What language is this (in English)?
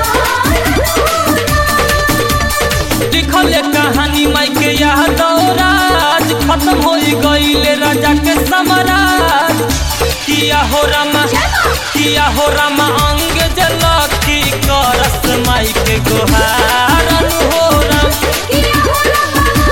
Bhojpuri